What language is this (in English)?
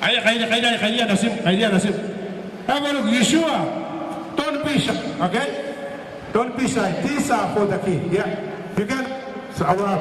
Gilbertese